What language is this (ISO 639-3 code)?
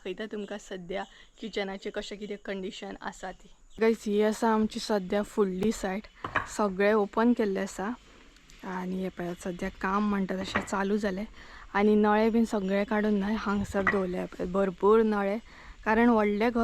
kok